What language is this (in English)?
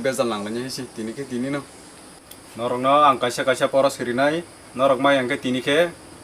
Kok Borok